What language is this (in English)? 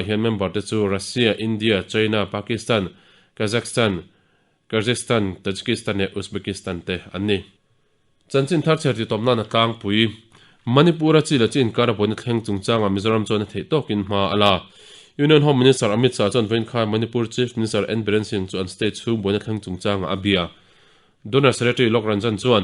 Mizo